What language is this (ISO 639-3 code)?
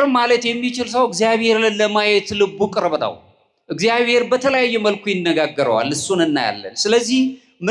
amh